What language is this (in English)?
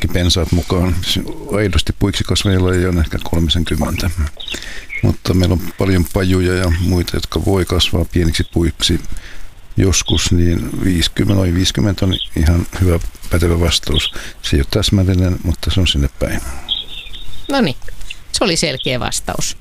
Finnish